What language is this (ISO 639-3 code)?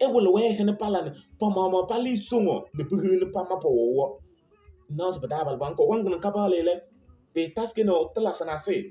kbp